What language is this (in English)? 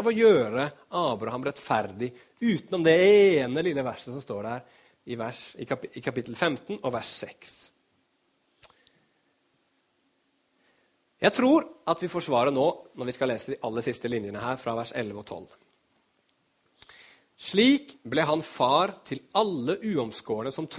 Norwegian